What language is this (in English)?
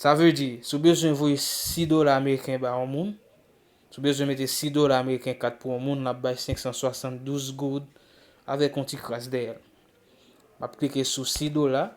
Haitian Creole